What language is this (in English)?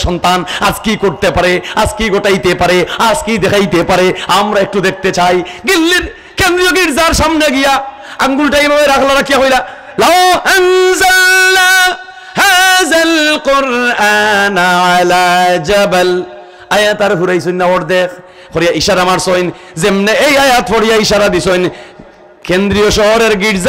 Sylheti